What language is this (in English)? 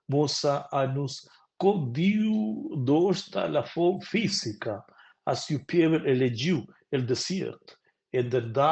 Romansh